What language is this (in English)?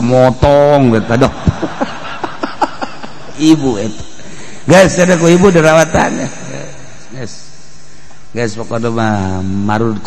Sundanese